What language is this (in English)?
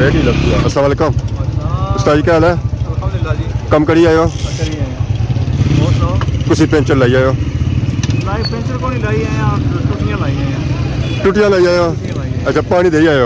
Pahari-Potwari